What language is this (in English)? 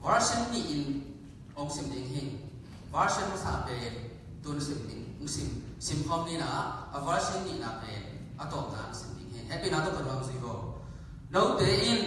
Tedim Chin